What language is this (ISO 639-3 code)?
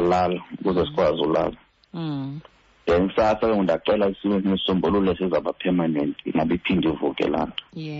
xho